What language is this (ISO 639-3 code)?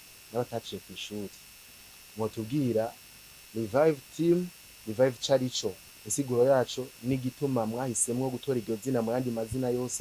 run